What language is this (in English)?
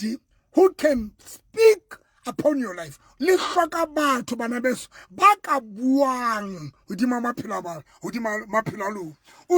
Southern Sotho